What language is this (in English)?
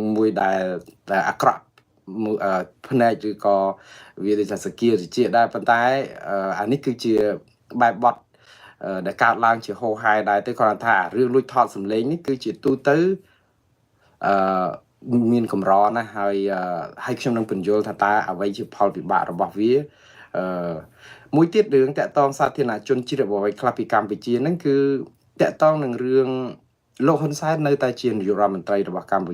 Khmer